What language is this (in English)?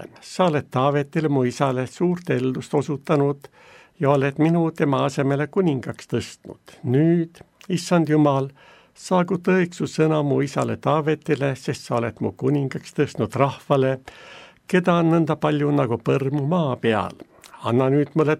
Estonian